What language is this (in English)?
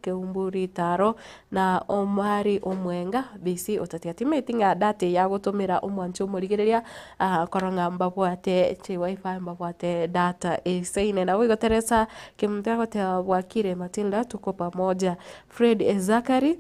Gusii